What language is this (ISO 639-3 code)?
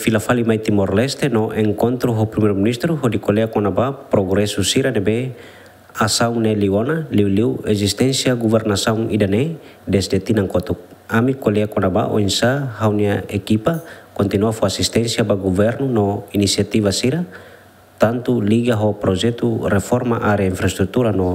tet